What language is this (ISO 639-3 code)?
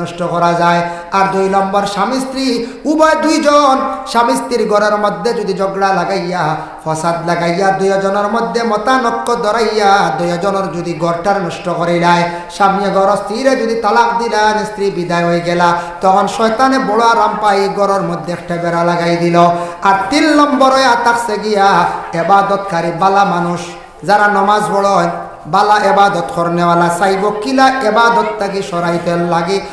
syl